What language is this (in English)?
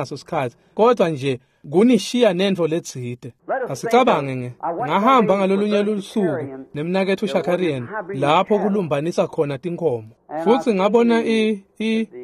Swati